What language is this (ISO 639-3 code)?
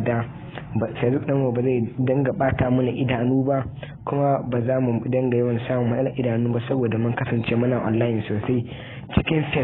hau